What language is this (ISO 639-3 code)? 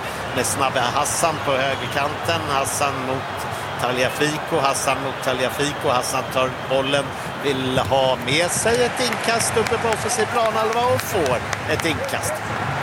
swe